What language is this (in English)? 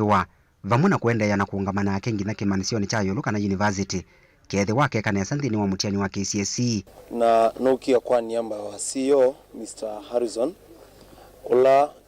Kamba